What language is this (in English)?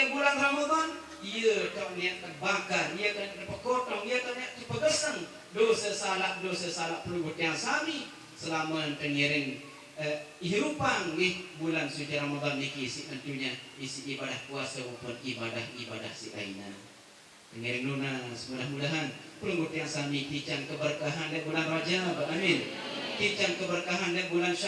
Sasak